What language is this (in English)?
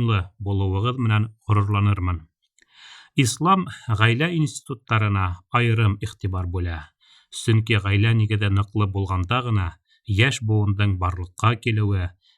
Bashkir